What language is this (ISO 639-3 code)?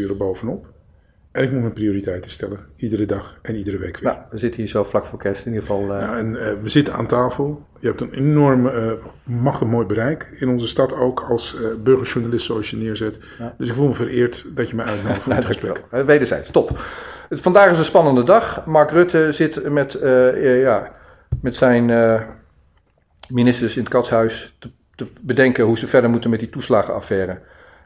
nld